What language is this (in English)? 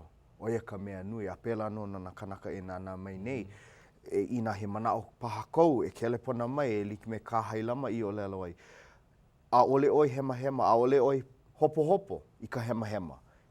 Hawaiian